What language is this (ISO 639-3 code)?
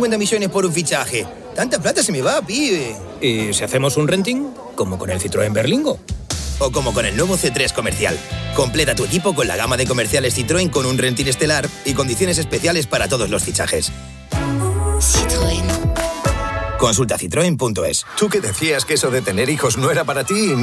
spa